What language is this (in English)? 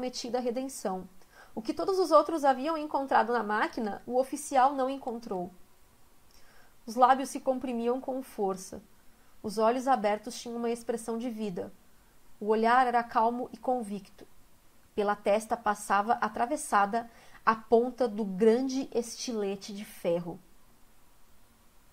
Portuguese